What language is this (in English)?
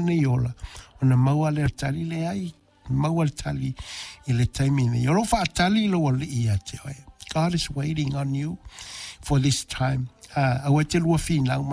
Samoan